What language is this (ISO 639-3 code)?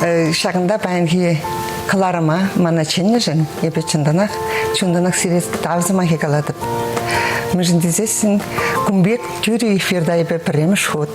chv